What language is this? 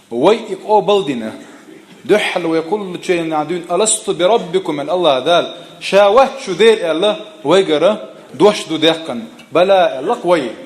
Chechen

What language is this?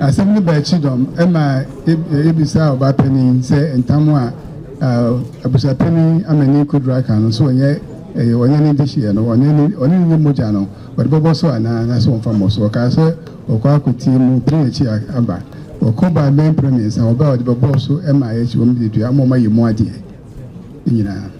Akan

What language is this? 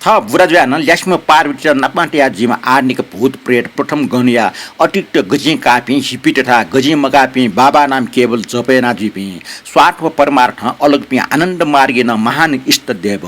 Newari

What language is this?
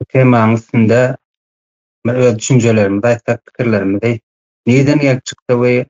Turkmen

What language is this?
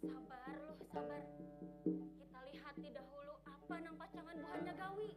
Banjar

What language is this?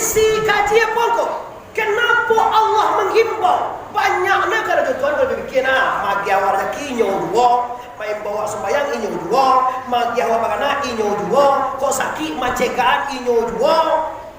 Minangkabau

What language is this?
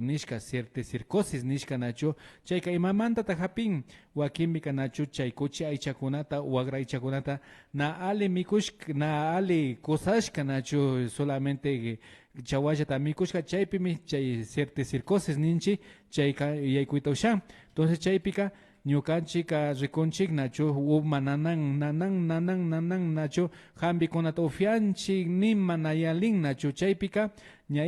Imbabura Highland Quichua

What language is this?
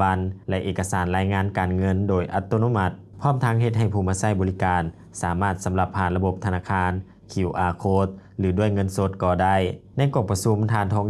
Lao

